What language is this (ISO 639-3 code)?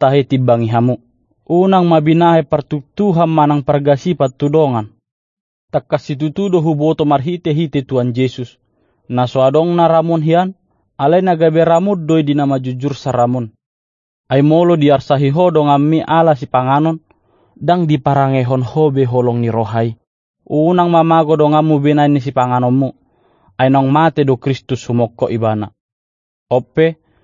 bbc